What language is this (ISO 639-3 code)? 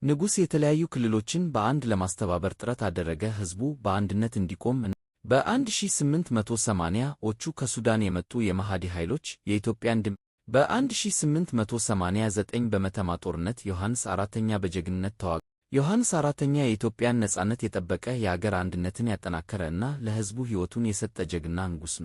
amh